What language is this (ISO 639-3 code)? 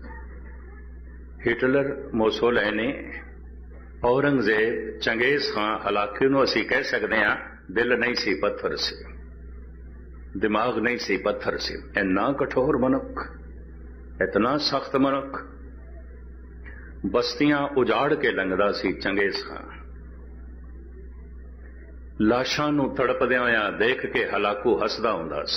pan